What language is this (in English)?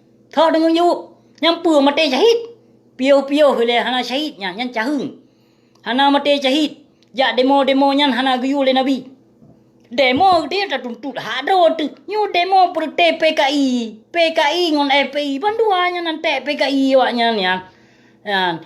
Achinese